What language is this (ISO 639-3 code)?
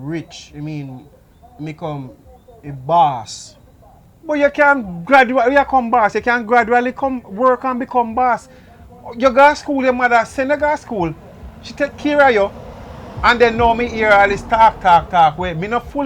jam